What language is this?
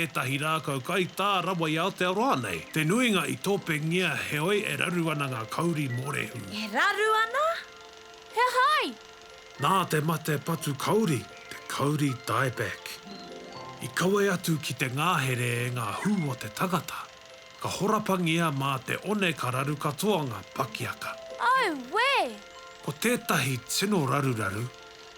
Māori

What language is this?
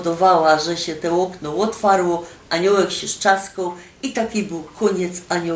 Silesian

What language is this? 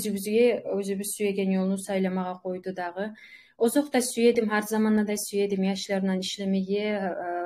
Kumyk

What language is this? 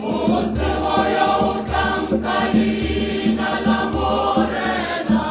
Tswana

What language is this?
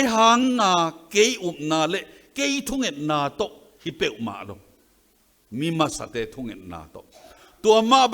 Tedim Chin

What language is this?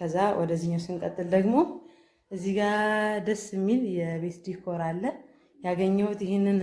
Amharic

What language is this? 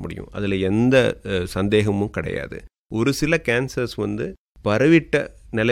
Tamil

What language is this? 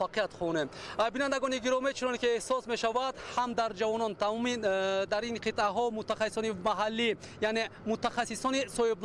Tajik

